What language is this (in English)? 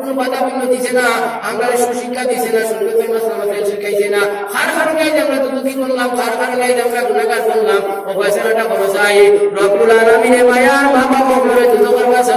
Sylheti